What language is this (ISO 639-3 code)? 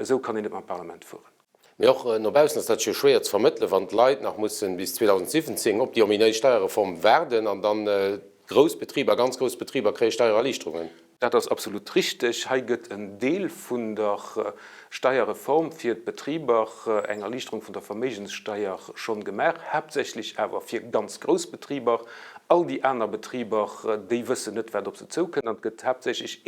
ltz